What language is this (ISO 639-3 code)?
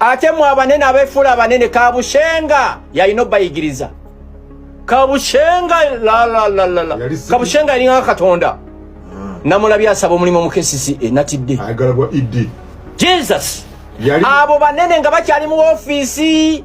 lug